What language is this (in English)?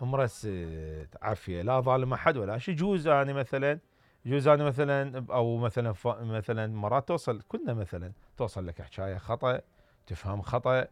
Mesopotamian Arabic